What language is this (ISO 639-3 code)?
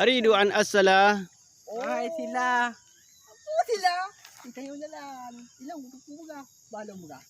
ace